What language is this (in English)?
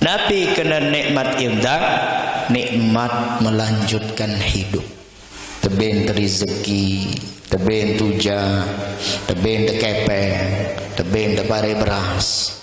Sasak